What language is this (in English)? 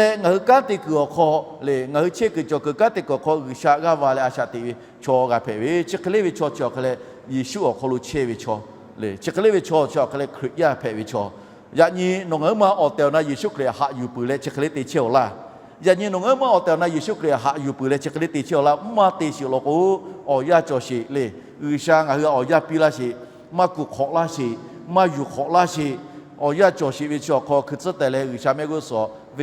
Lahu